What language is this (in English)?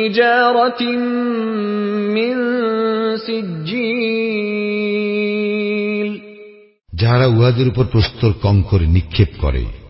Bangla